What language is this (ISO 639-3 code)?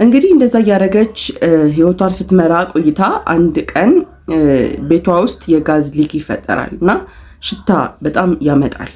amh